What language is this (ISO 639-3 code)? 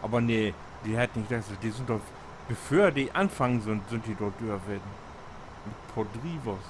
nds